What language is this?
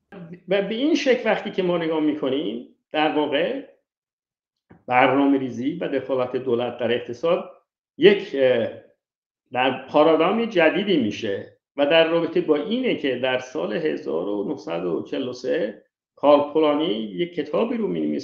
Persian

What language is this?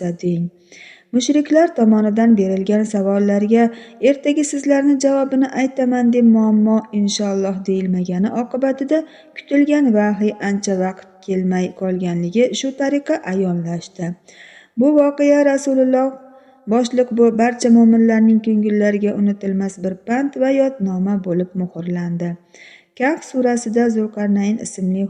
Uzbek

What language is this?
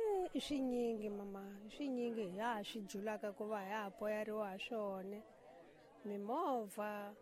Tsonga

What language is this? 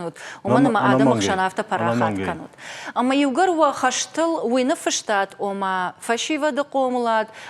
Ossetic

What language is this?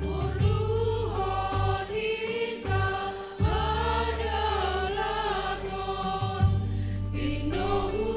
Batak Simalungun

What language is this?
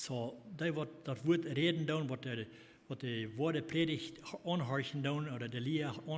Plautdietsch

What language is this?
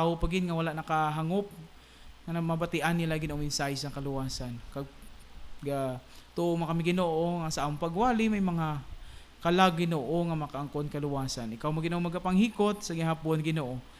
Hiligaynon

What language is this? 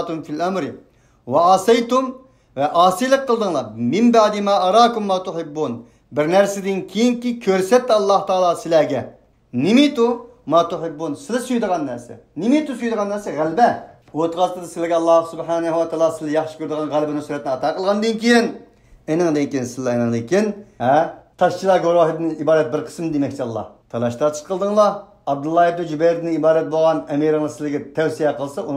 Uyghur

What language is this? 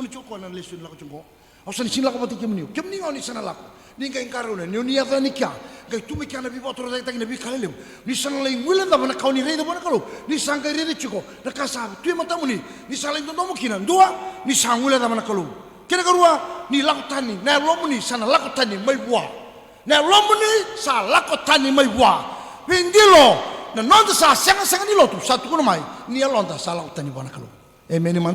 Fijian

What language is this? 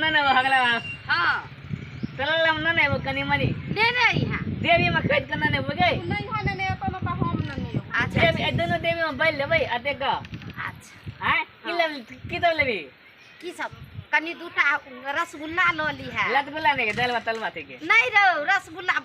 Maithili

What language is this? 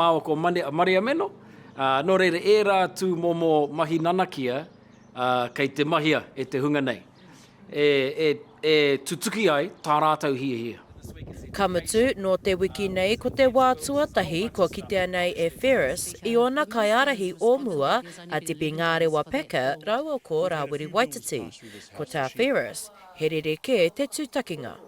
Māori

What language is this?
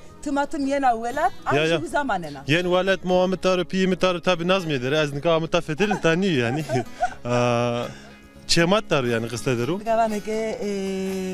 Zaza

